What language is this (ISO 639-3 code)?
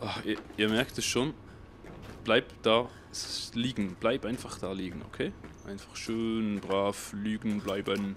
gsw